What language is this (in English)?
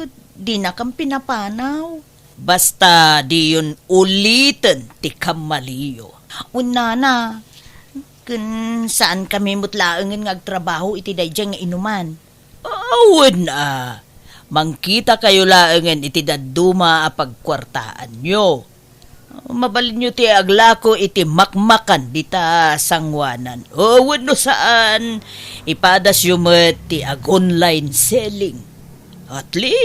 Iloko